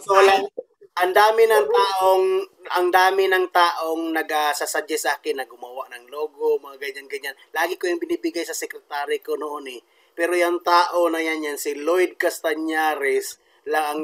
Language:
Filipino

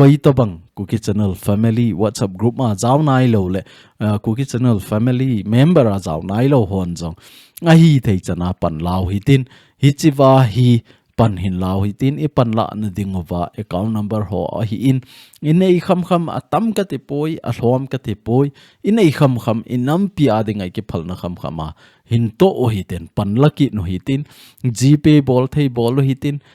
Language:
Thado Chin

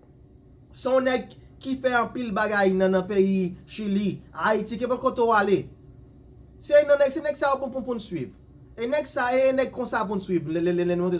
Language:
Haitian Creole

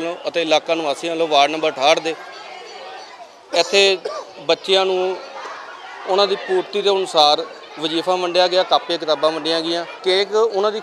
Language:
Punjabi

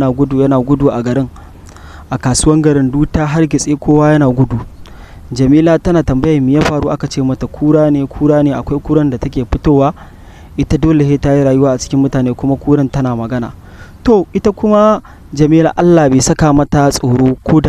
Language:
Hausa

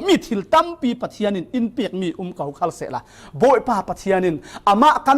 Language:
Falam Chin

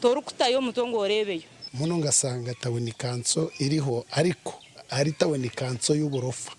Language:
Nyankole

